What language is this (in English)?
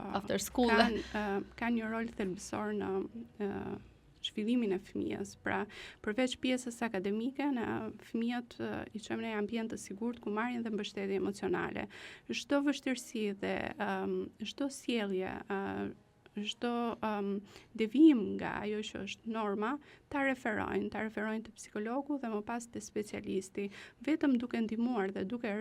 Albanian